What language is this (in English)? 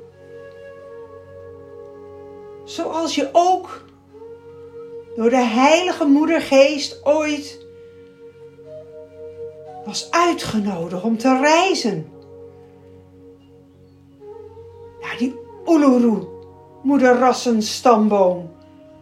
Dutch